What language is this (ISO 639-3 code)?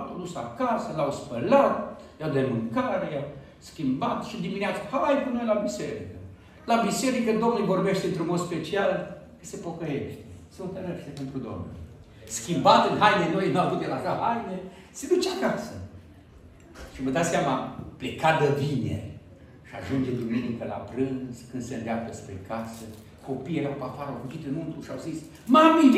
ron